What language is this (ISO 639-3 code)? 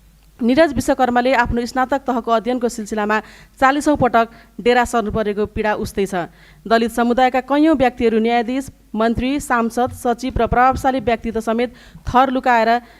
nep